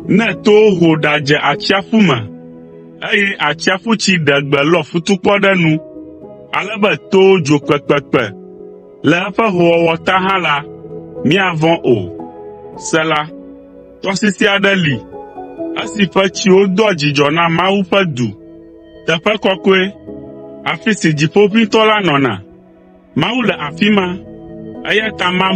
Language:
Ewe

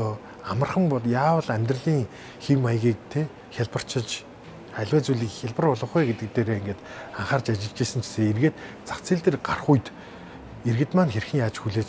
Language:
Mongolian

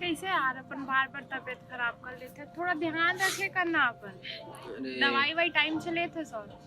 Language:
Chhattisgarhi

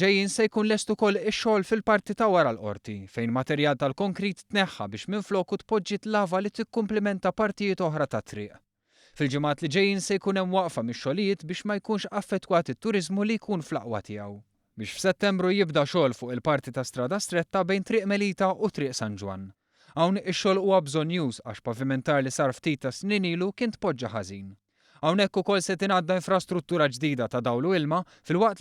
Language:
Maltese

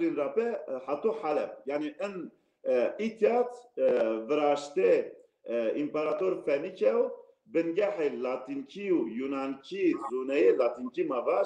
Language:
Zaza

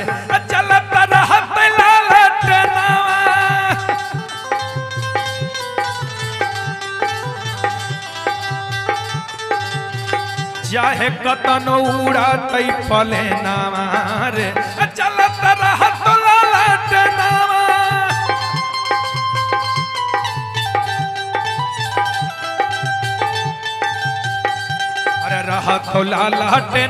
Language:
Bhojpuri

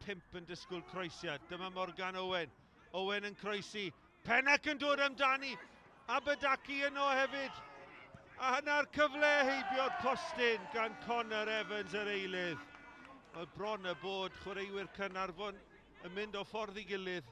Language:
Welsh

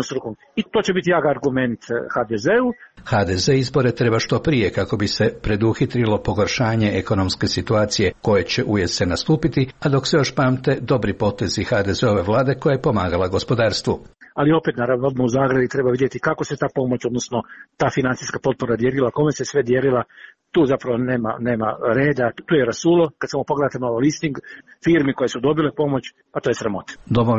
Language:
Croatian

